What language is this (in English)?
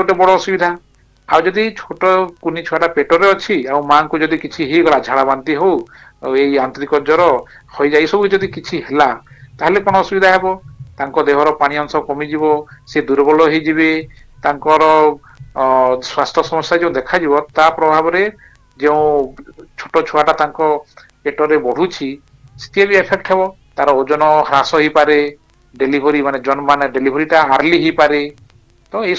Odia